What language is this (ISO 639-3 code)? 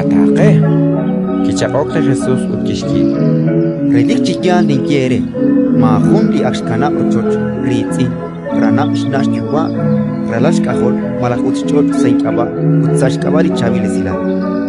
kek